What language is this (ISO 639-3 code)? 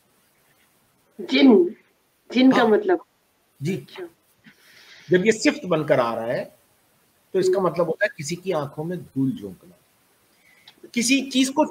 urd